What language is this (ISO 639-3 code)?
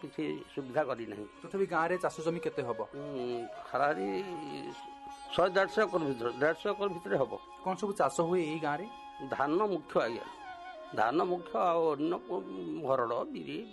ori